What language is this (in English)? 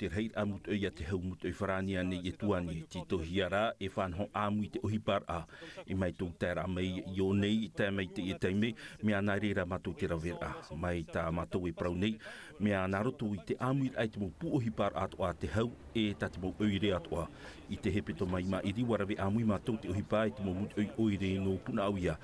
Tahitian